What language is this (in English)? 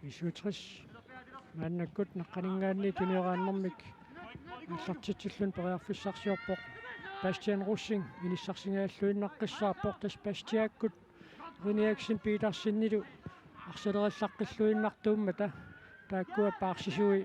Kalaallisut